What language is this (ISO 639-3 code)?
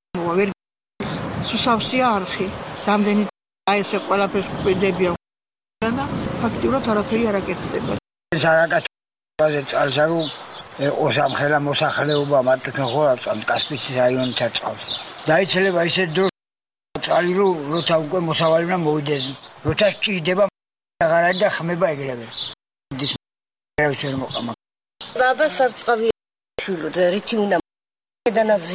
kat